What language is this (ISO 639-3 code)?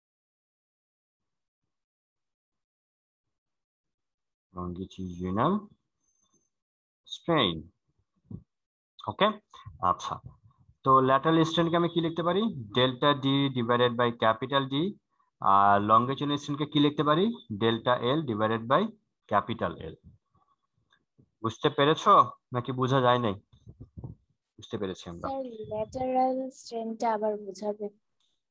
ben